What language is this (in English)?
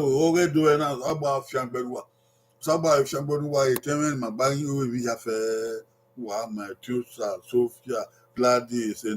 Bini